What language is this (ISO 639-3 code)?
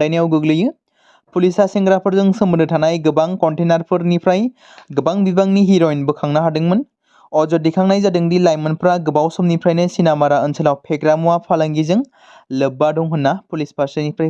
brx